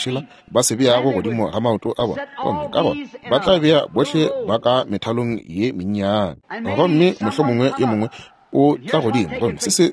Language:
Northern Sotho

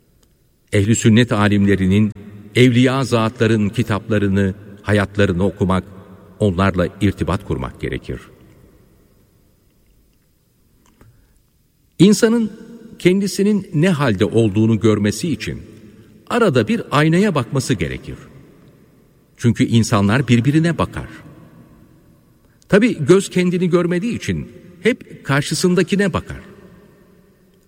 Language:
Turkish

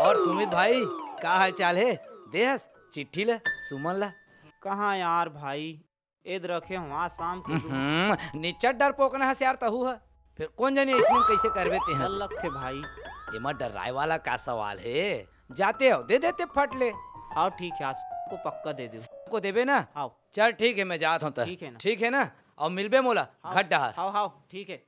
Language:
Chhattisgarhi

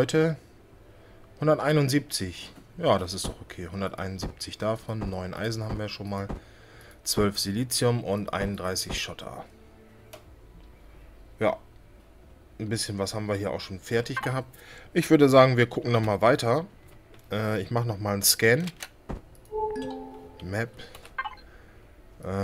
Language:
German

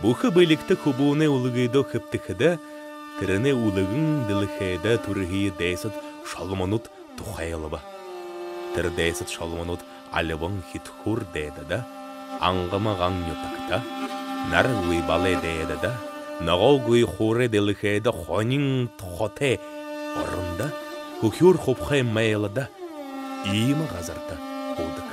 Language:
Buriat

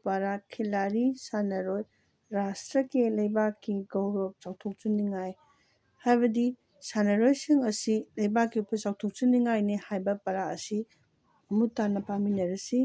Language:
Manipuri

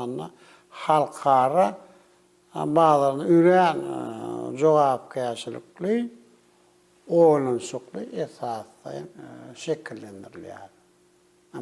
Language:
Turkmen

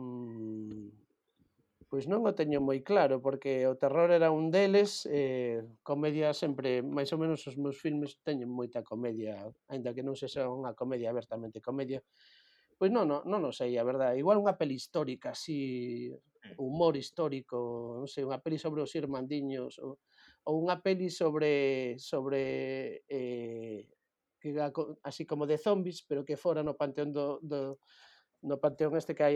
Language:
Galician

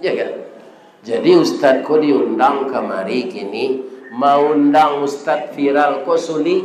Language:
Minangkabau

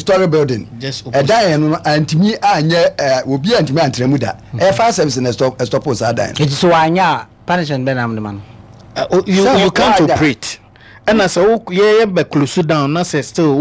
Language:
Akan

